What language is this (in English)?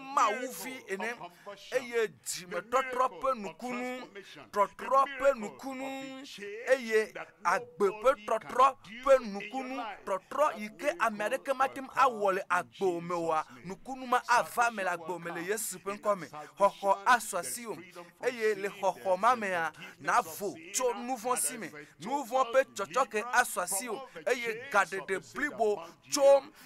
Ewe